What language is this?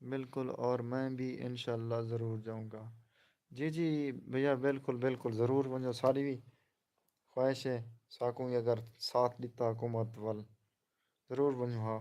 Saraiki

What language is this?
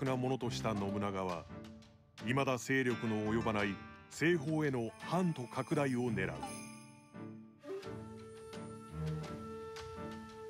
Japanese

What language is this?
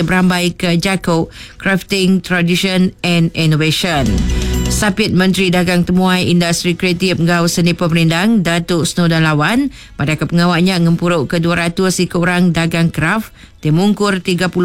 Iban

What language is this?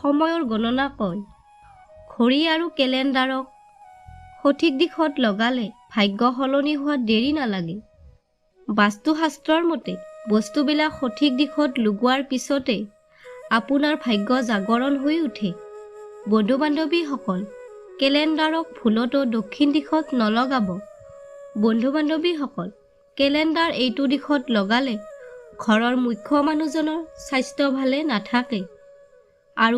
Assamese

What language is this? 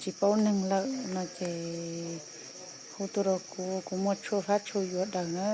Hmong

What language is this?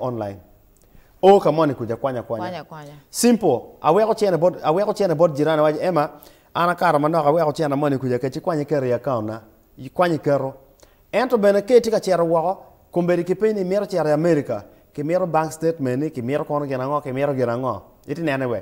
Acoli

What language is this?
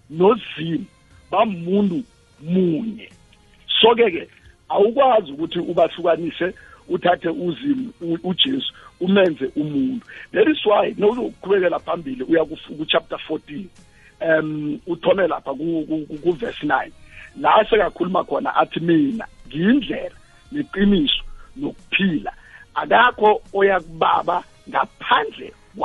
South Ndebele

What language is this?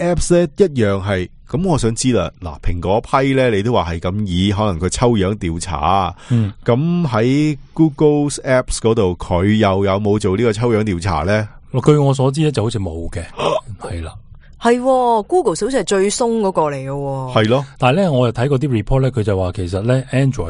Cantonese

